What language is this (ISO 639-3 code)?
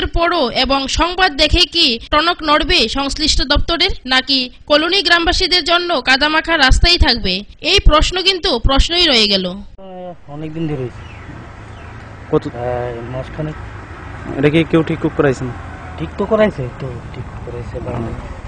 ben